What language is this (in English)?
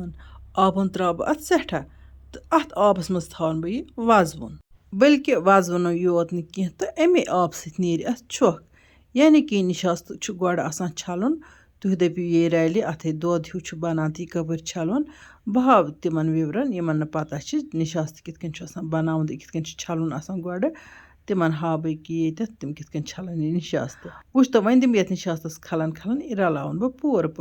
Kashmiri